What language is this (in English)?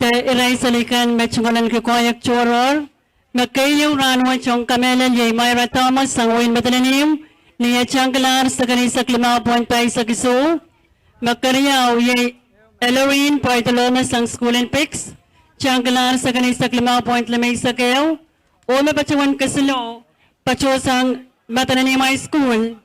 Pohnpeian